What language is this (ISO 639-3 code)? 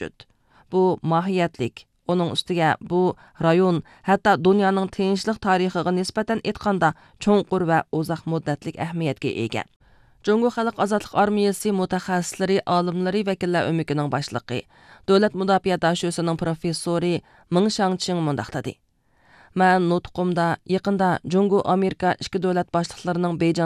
uig